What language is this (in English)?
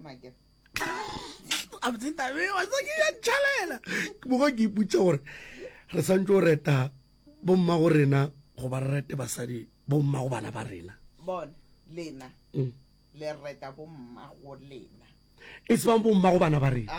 Northern Sotho